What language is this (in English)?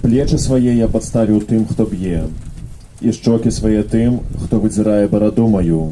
Belarusian